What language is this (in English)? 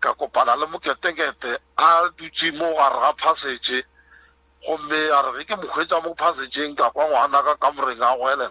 Northern Sotho